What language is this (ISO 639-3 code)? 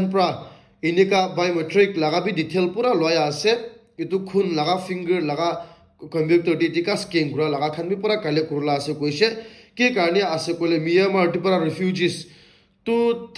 nag